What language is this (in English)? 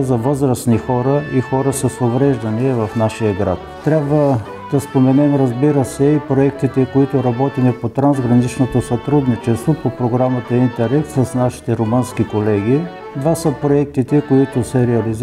Bulgarian